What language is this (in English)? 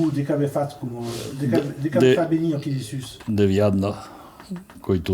Occitan